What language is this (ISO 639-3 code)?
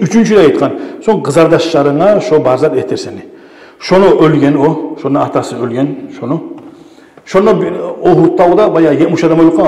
kum